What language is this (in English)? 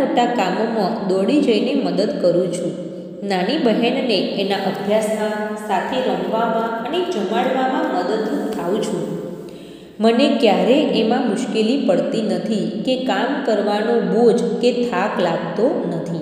Gujarati